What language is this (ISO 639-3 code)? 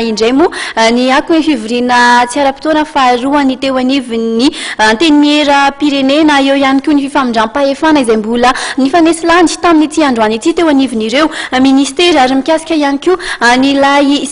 mlg